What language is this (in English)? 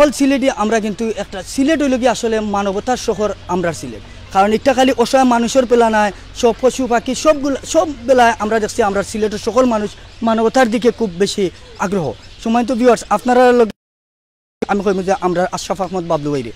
Sylheti